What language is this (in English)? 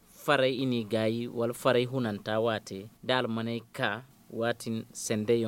Zarma